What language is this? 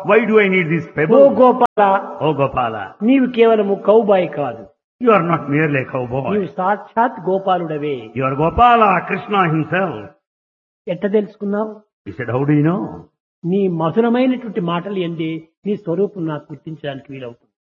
Telugu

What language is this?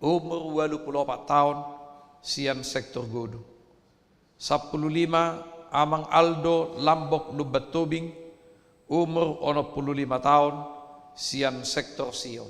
Batak Toba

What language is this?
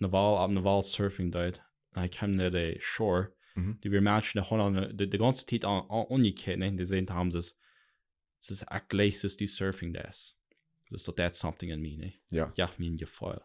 Plautdietsch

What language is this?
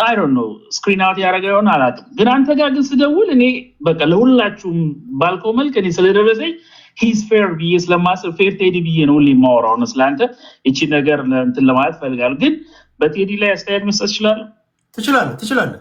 Amharic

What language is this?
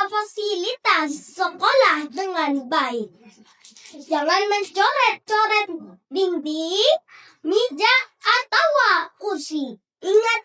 Banjar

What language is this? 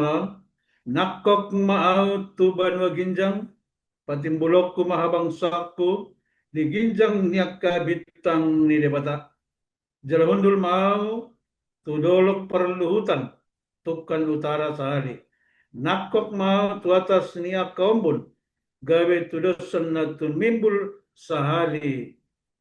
Batak Toba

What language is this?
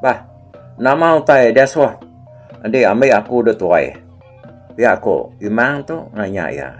Iban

